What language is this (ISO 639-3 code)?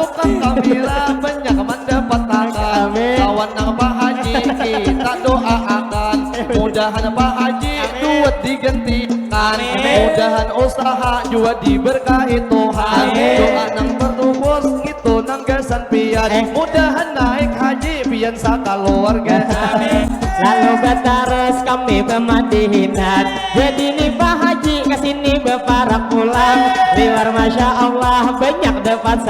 bjn